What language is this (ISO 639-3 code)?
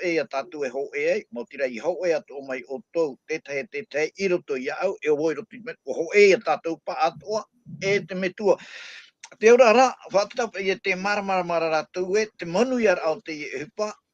tah